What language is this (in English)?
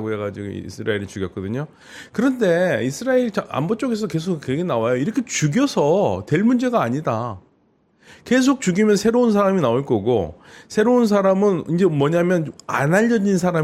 Korean